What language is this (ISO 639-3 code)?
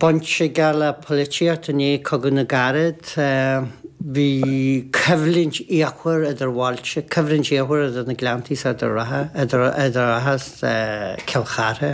gle